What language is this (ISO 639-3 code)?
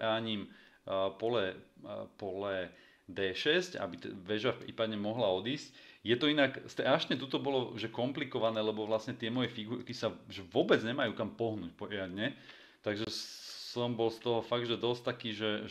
slk